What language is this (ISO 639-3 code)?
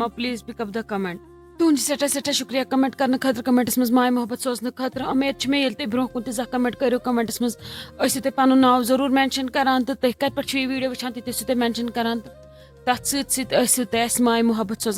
kas